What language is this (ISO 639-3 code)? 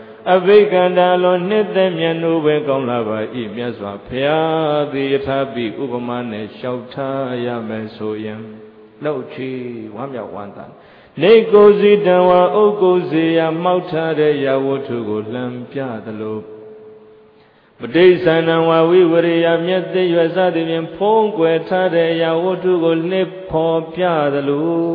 mya